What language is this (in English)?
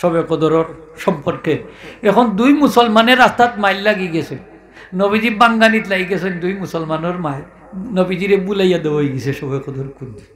Sylheti